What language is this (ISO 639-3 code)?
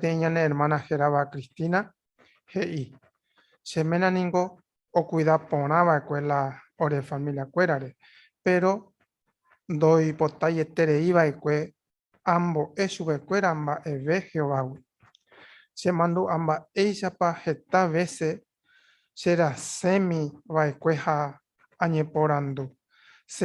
grn